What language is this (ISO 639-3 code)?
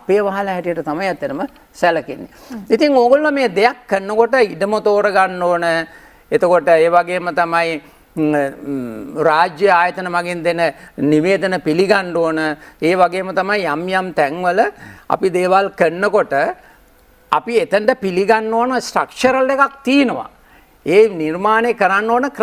sin